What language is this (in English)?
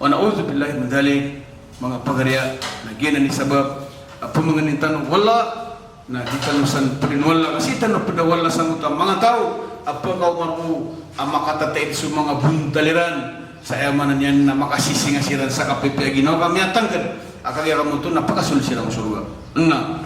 Maranao